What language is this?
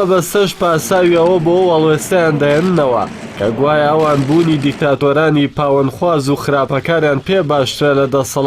Central Kurdish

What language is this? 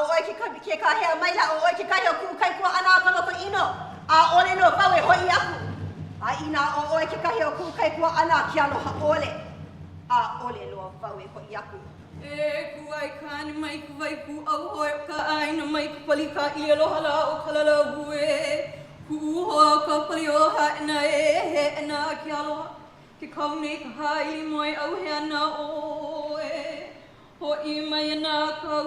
Hawaiian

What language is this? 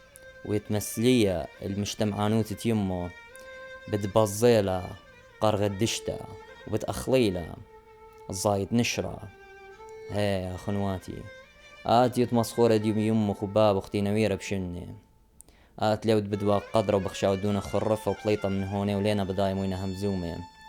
Assyrian Neo-Aramaic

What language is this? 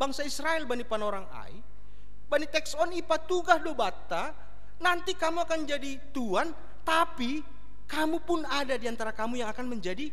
Batak Simalungun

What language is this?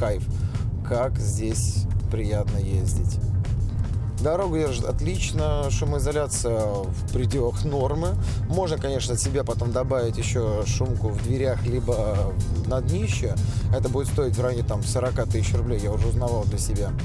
Russian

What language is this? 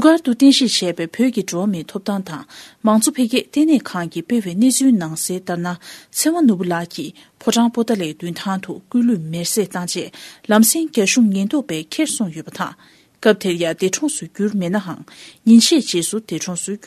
Tibetan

